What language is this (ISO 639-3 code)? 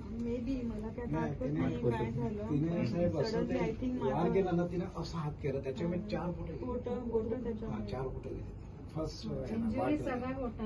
mar